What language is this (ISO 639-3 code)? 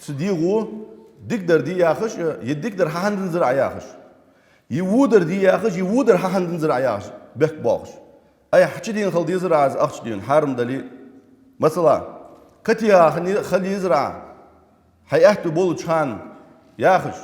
inh